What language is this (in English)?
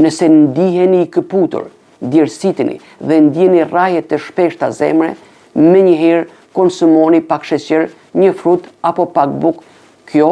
Albanian